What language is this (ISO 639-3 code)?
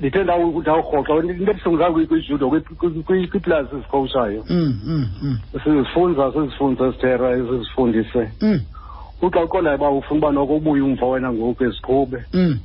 xho